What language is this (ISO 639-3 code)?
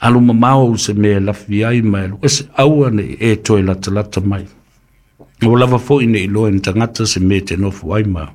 smo